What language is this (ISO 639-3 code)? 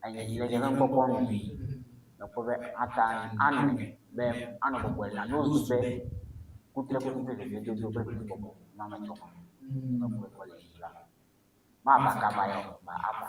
ewe